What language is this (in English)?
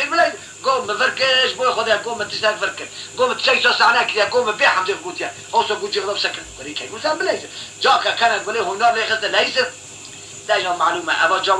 Kurdish